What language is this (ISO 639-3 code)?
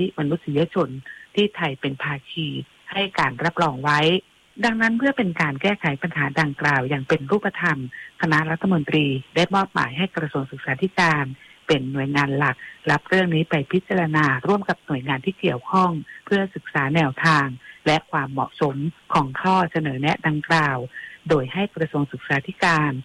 tha